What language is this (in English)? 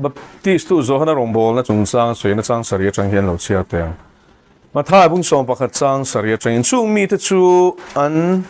Mizo